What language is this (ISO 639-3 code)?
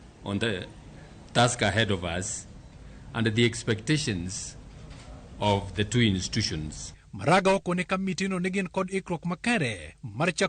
luo